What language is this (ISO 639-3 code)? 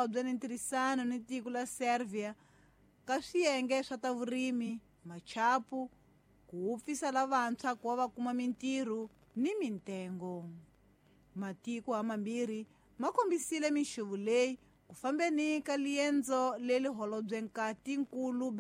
tso